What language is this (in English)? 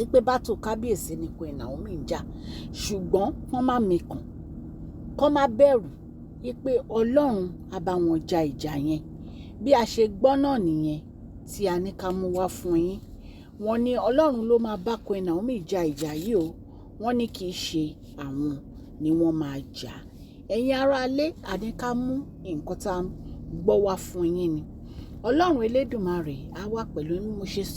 Yoruba